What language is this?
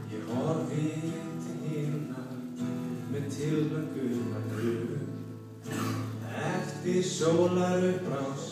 Icelandic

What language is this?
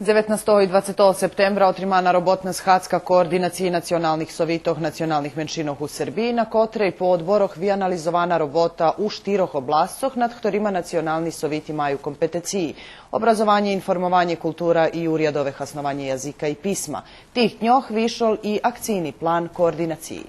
Rusyn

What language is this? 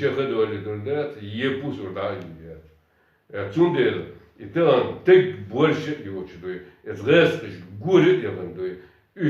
Chechen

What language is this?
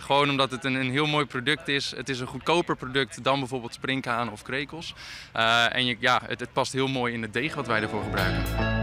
Western Frisian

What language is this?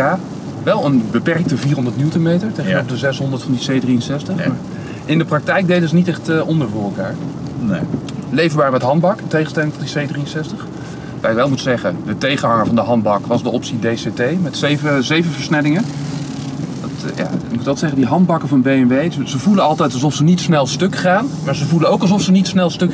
Dutch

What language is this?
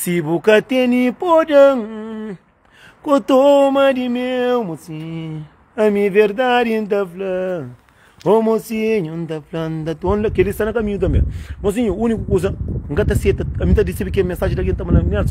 Kabuverdianu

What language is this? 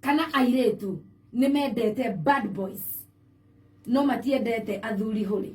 Kikuyu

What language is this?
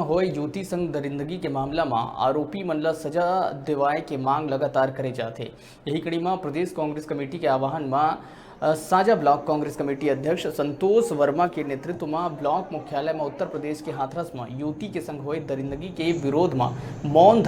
Chhattisgarhi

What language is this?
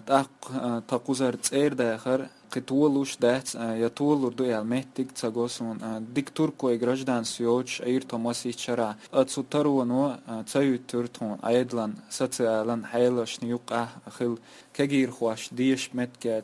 Chechen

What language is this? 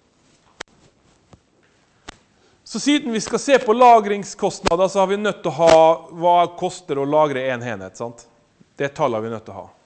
Norwegian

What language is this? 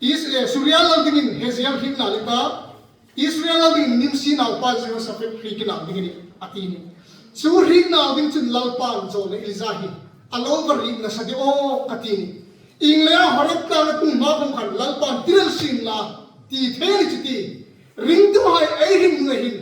Hmar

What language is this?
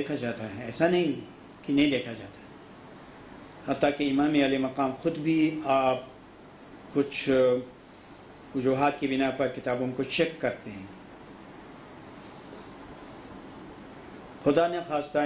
Urdu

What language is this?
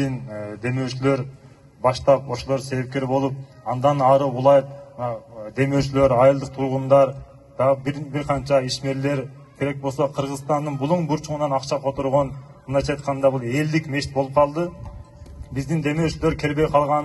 Kyrgyz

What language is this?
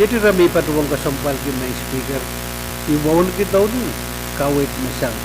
Pohnpeian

